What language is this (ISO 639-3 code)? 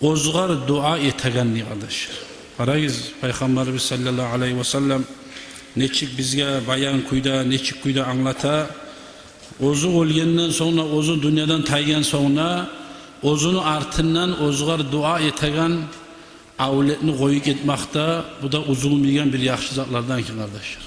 kum